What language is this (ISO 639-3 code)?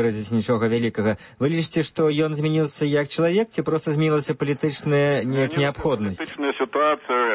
bel